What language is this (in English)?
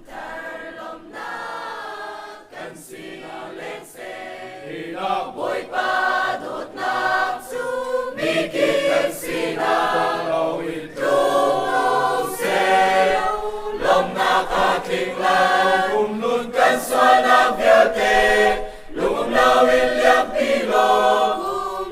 Hakha Chin